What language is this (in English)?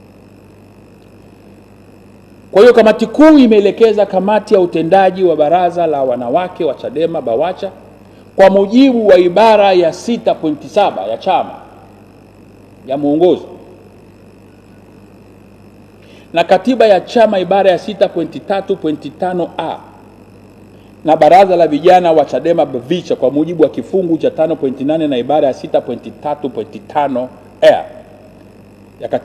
Swahili